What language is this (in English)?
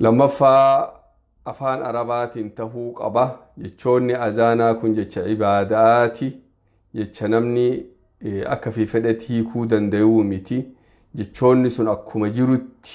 Oromo